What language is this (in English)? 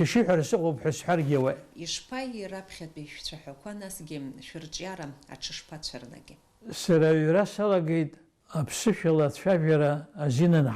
Abkhazian